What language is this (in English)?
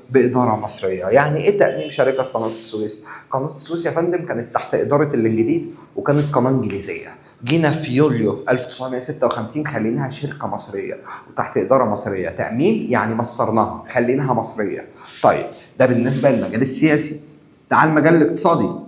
Egyptian Arabic